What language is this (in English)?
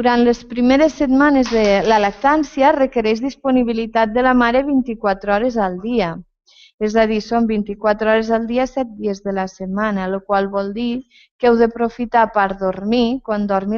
Catalan